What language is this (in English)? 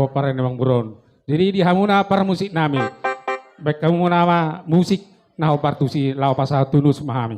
Batak Toba